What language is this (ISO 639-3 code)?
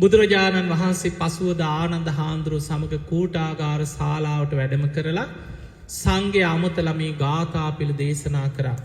sin